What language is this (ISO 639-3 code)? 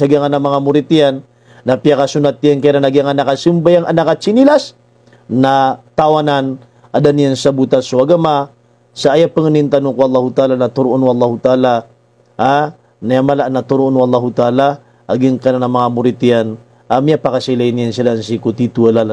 mrw